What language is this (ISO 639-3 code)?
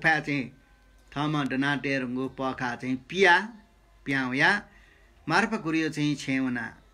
new